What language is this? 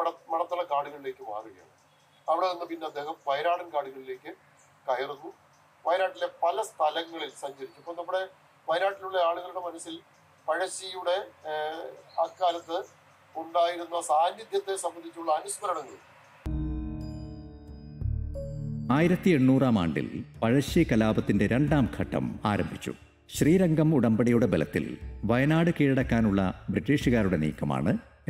Malayalam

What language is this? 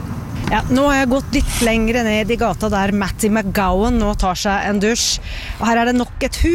Norwegian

